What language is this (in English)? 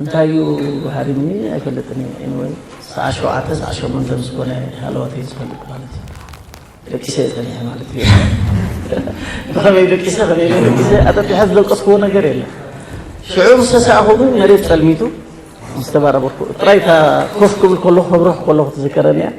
Tigrinya